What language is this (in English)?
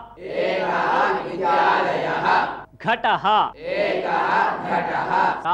Sanskrit